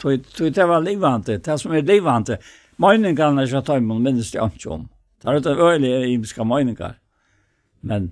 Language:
Faroese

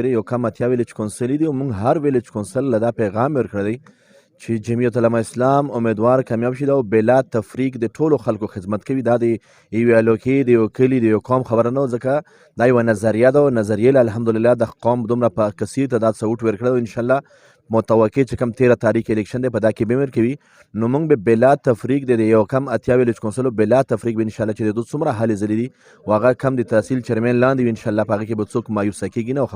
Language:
Pashto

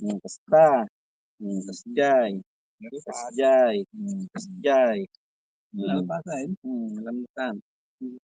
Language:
Iloko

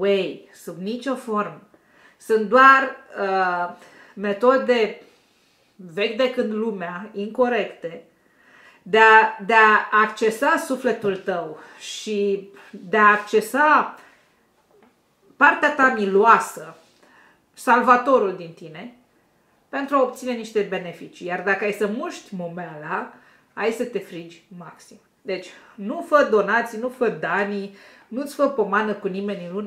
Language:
Romanian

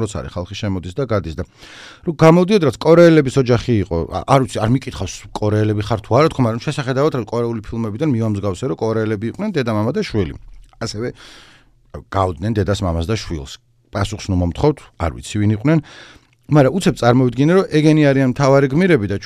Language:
Georgian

